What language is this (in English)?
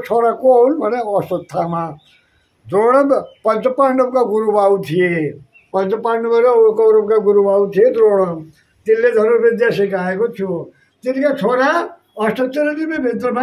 Nepali